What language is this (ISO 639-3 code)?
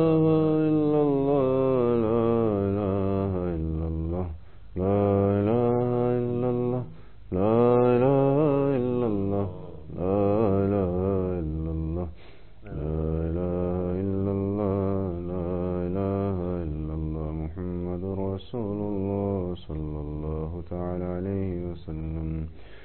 urd